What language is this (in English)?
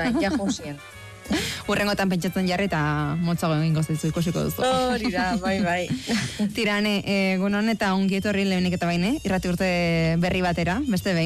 Basque